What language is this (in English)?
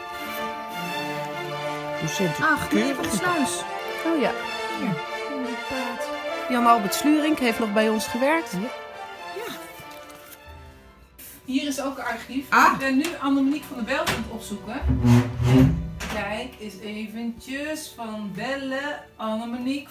Dutch